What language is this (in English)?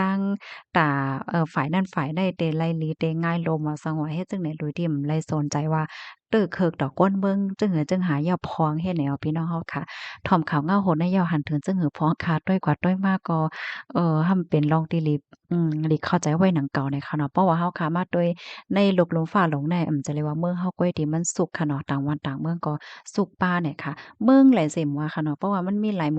Shan